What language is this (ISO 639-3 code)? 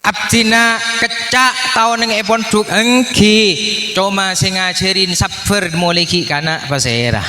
mad